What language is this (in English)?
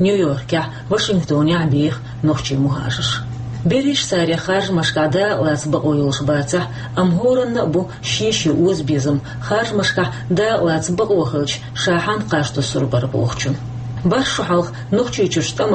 Chechen